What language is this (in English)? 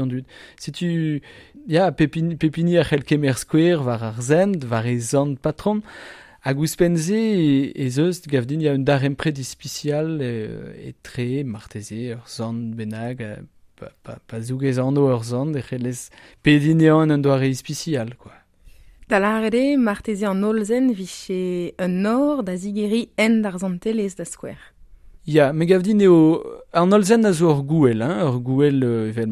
Breton